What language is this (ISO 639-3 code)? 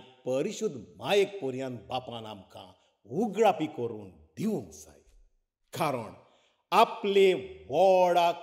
kok